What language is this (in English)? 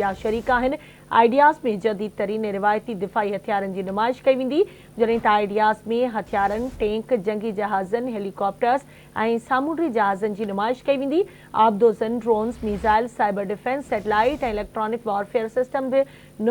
Sindhi